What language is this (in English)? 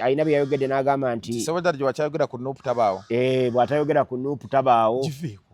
Ganda